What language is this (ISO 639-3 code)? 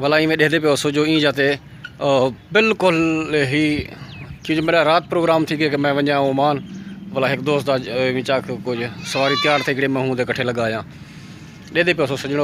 skr